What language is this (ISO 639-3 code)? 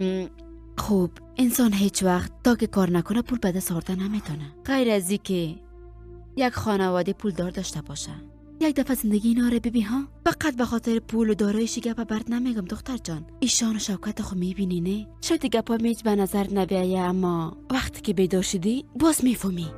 fas